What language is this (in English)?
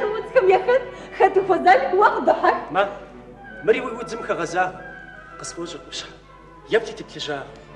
Kabardian